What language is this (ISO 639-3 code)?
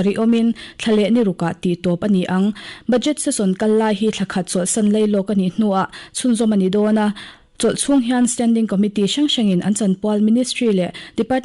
lus